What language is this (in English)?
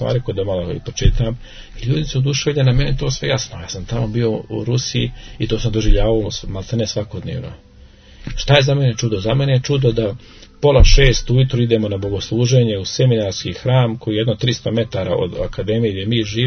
Serbian